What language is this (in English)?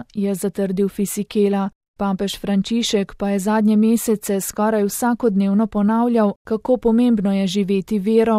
Slovenian